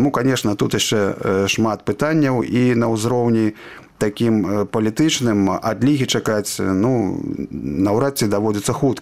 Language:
Belarusian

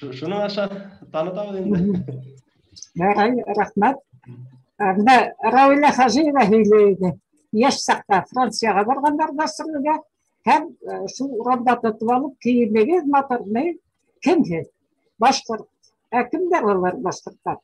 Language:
Bashkir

